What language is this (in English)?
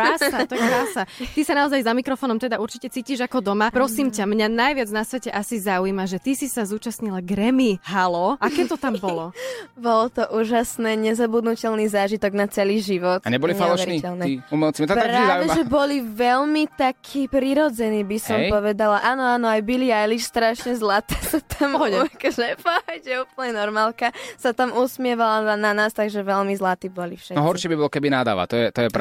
Slovak